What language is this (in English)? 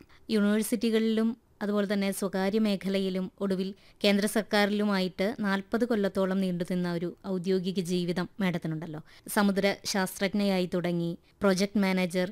Malayalam